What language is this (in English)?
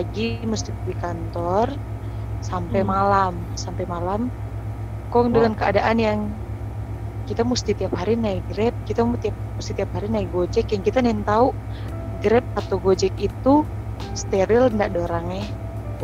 Manado Malay